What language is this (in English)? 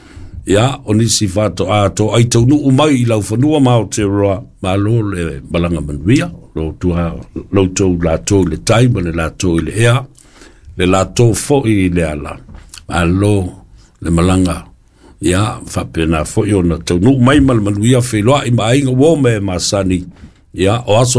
Samoan